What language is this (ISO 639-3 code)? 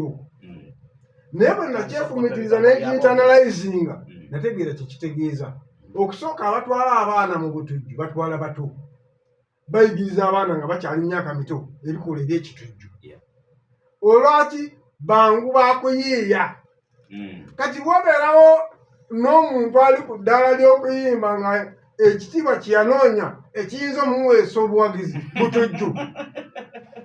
lug